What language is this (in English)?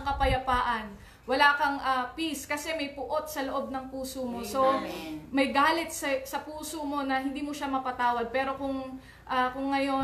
Filipino